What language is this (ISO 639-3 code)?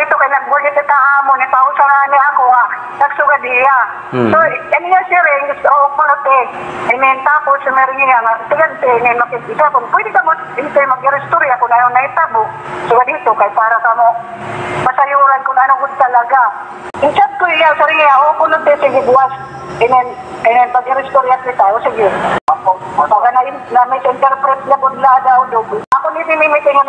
war